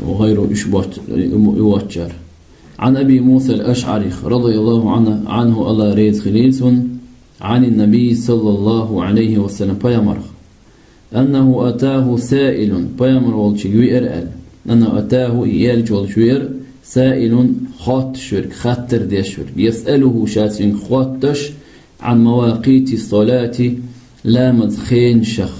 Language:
Chechen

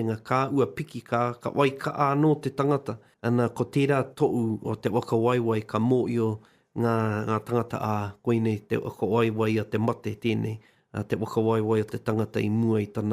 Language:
Māori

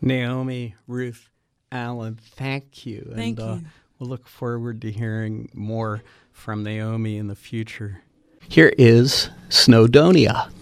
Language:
English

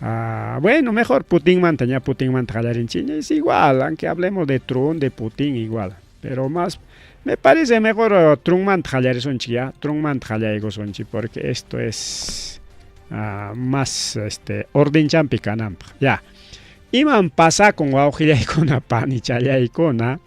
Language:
Ayacucho Quechua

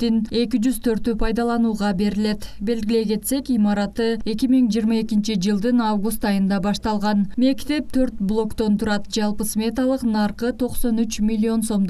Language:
Kyrgyz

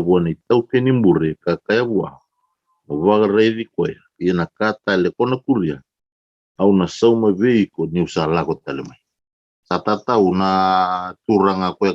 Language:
Fijian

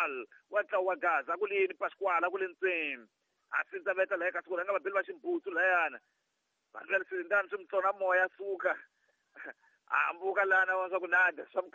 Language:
Tsonga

